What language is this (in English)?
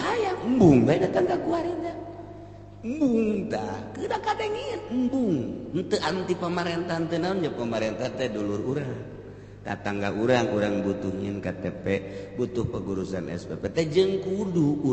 Sundanese